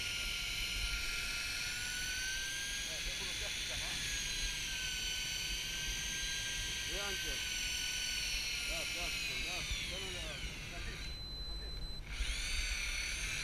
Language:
Hebrew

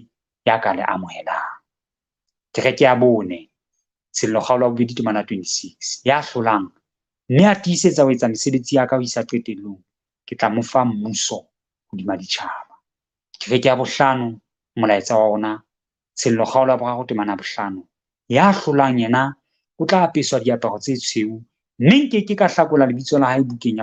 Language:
Southern Sotho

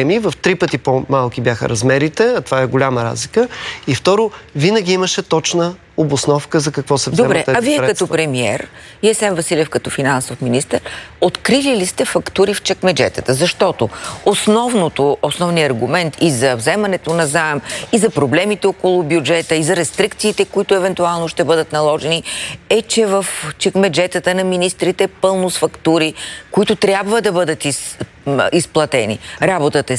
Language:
Bulgarian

